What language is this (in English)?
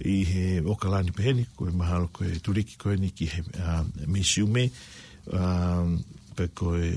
Tongan